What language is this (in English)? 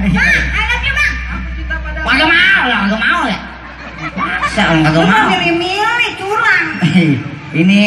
Betawi